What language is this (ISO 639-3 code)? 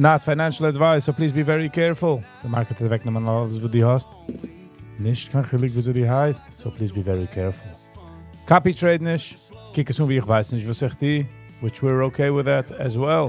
yid